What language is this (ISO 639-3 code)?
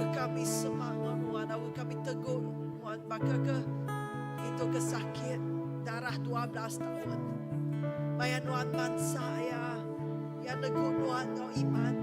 iba